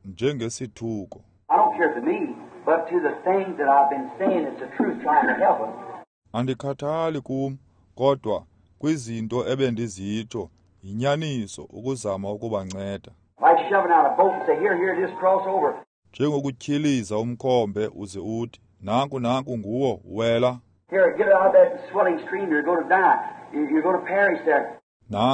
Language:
Xhosa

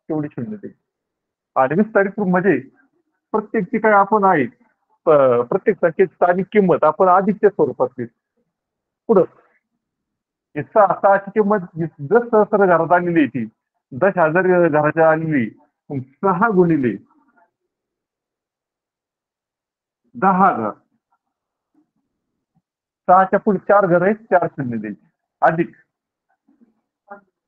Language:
Marathi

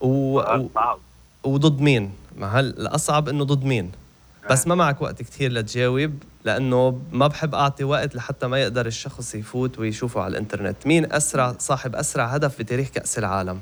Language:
North Levantine Arabic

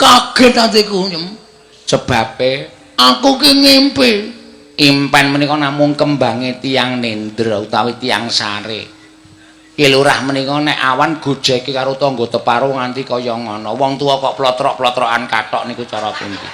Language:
Javanese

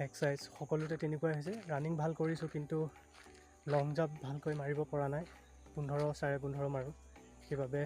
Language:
Assamese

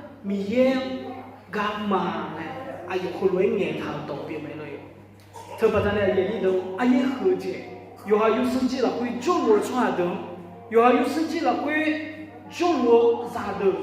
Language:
Akha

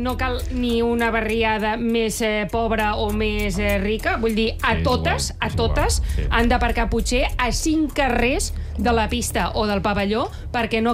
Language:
Catalan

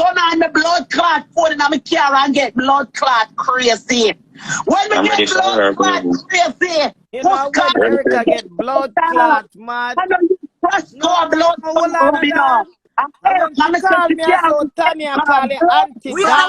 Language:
Jamaican Creole English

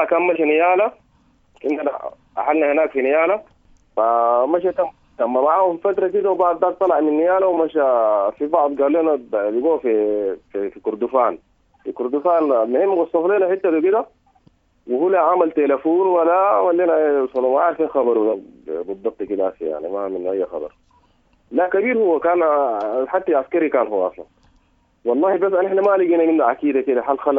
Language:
Sudanese Arabic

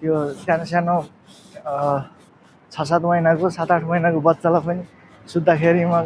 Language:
Nepali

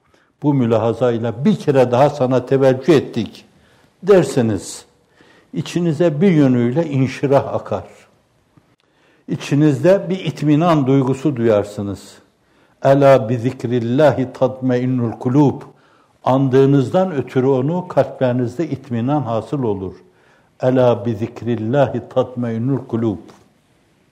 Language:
Turkish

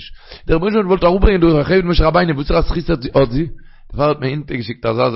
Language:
Yiddish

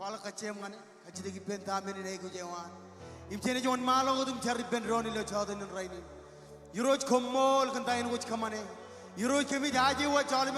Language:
Marshallese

